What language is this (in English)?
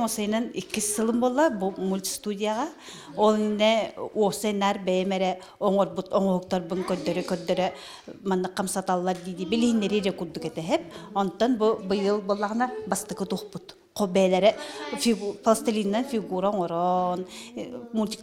Yakut